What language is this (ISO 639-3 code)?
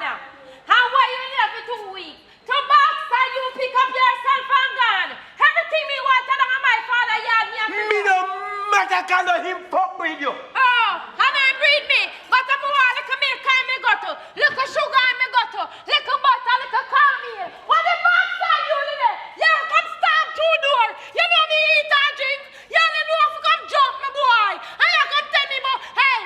jam